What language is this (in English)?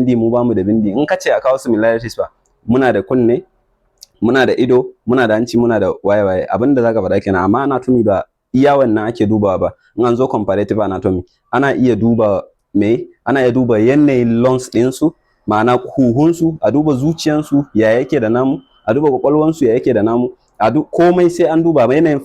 Hausa